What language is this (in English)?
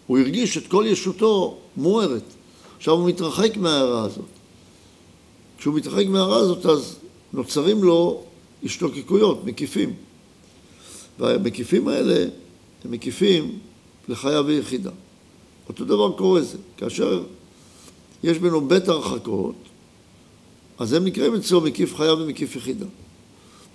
Hebrew